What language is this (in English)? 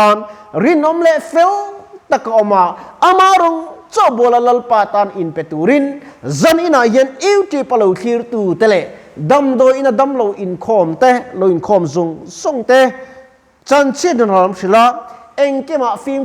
Mizo